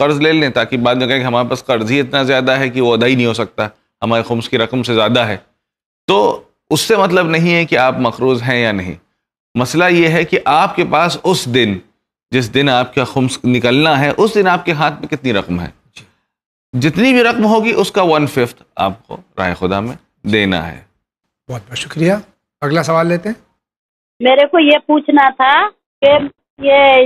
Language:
Urdu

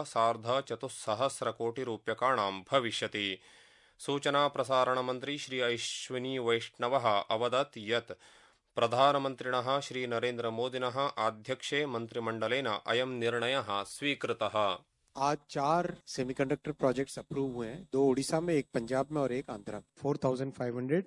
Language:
Sanskrit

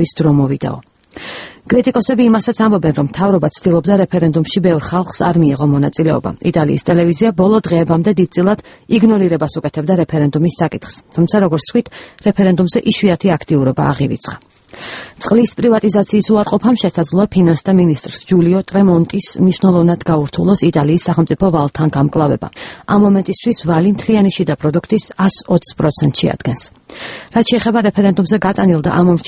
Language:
Georgian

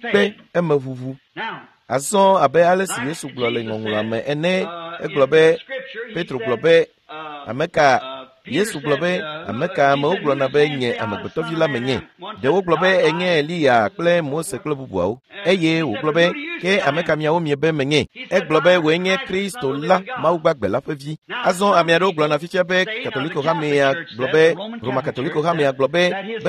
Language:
Ewe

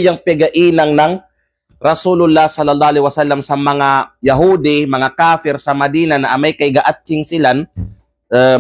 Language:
Kalagan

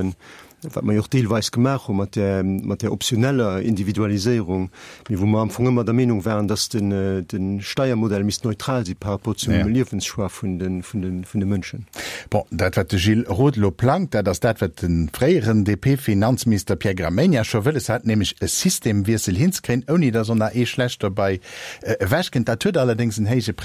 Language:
Luxembourgish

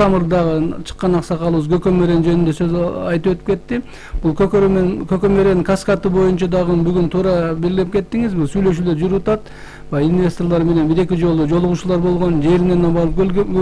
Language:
Kyrgyz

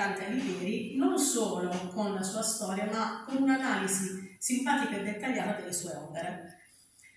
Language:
Italian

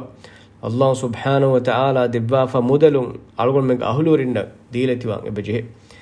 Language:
Divehi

